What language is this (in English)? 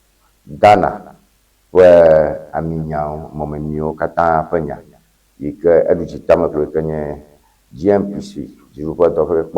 Ewe